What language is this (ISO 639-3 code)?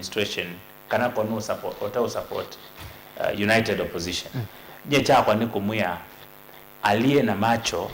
kam